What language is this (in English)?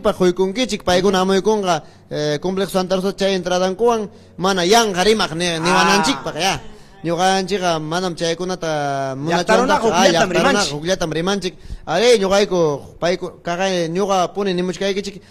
Ayacucho Quechua